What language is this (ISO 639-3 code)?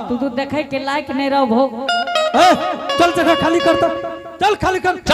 anp